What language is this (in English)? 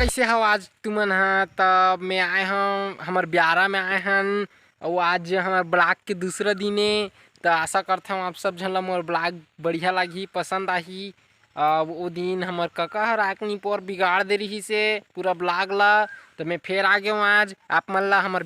Chhattisgarhi